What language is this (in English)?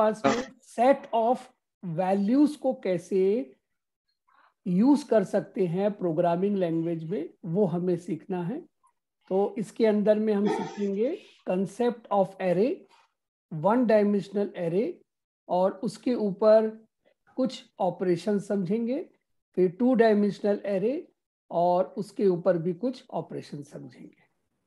Hindi